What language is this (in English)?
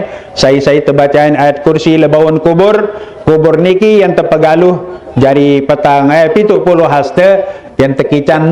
Sasak